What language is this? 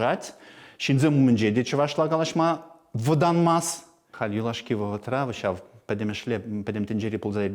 Chuvash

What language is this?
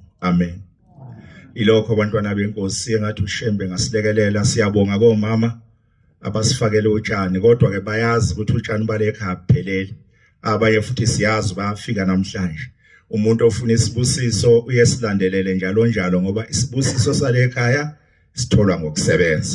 Zulu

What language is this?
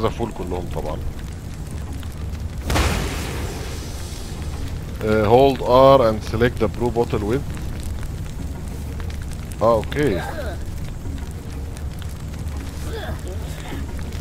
Egyptian Arabic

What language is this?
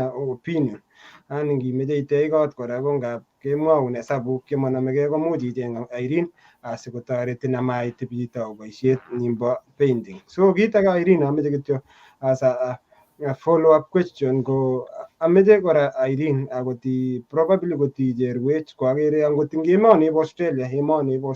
Kalenjin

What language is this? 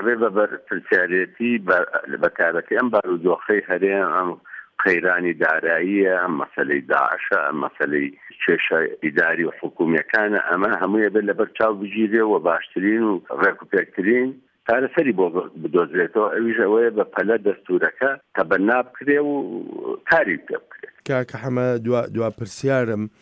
Central Kurdish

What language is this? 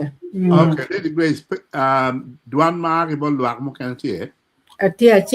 Acoli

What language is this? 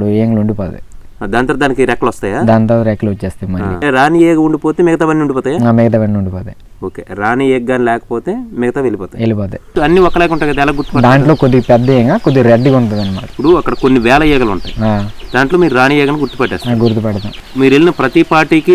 Telugu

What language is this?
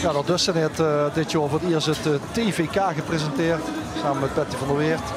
Limburgish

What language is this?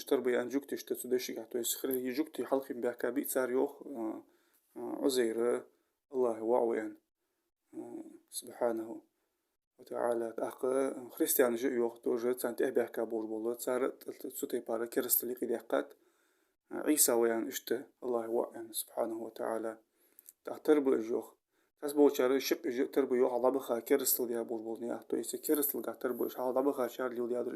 Ingush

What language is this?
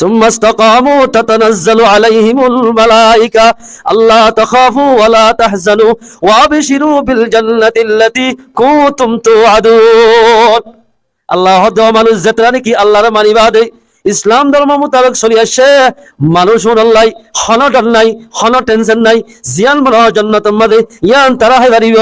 Rohingya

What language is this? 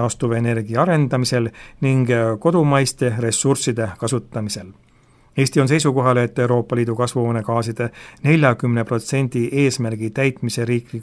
Estonian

